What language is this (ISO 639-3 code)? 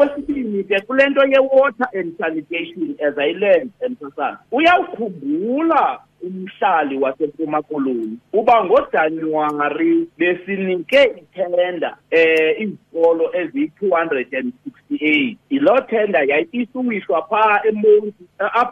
xho